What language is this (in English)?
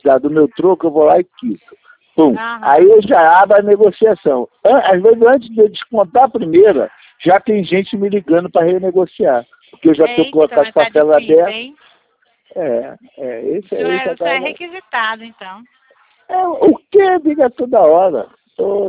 Portuguese